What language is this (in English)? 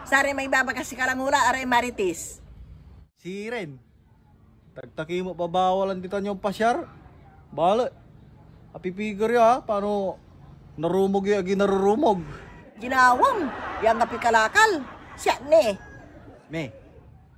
Pangasinan